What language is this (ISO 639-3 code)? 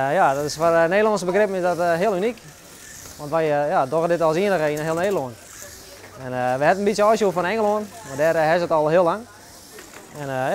fry